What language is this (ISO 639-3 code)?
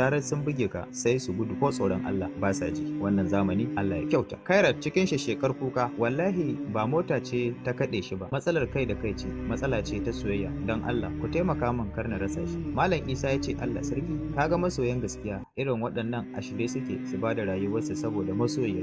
hau